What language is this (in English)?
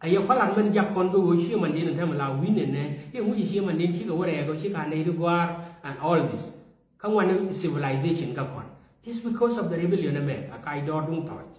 Nuer